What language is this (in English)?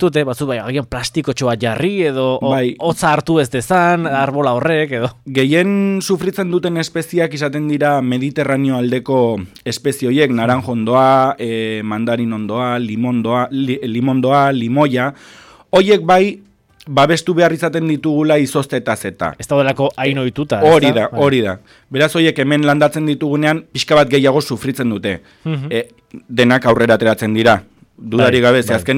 Basque